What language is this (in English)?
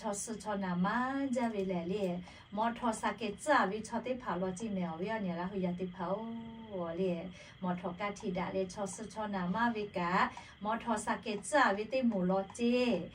Lahu